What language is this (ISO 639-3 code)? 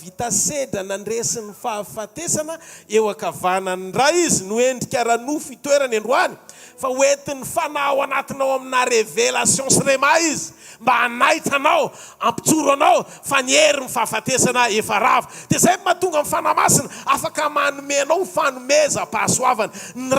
mlg